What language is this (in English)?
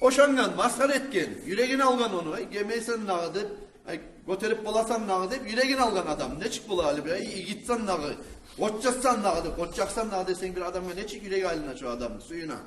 Kumyk